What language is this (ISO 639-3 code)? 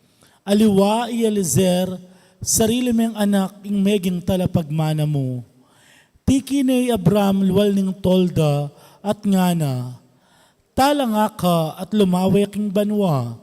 pam